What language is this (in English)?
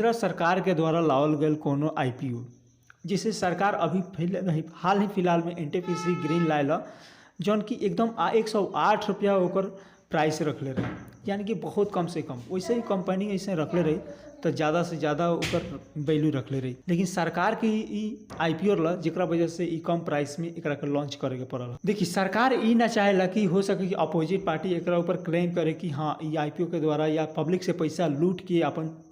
Bhojpuri